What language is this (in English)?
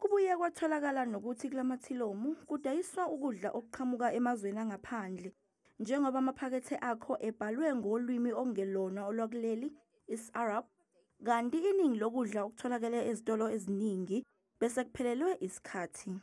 Zulu